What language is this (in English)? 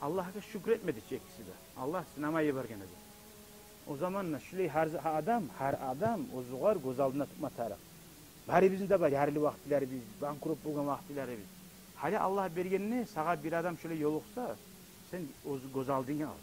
Kumyk